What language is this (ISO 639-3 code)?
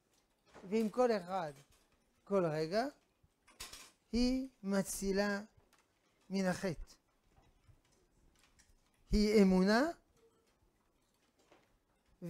heb